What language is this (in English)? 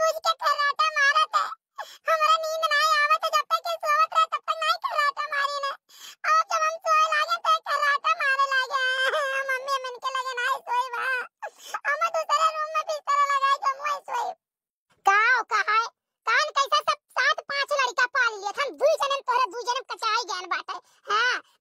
Awadhi